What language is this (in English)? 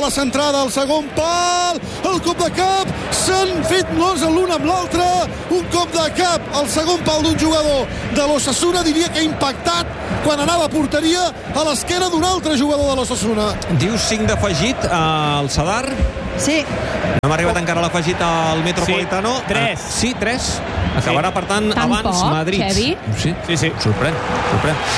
Catalan